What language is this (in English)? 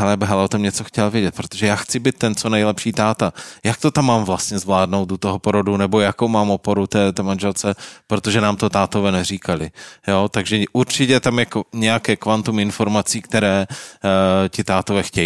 Czech